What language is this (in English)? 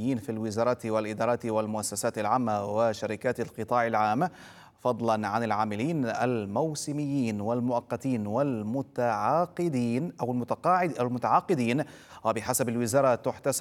Arabic